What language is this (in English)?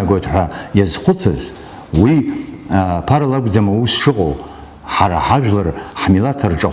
Abkhazian